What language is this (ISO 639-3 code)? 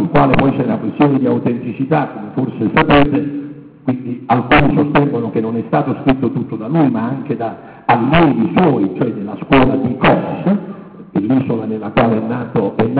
ita